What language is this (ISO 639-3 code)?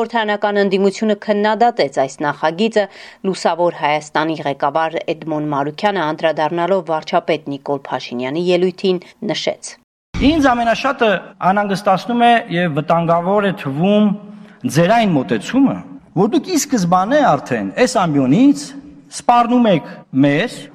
hye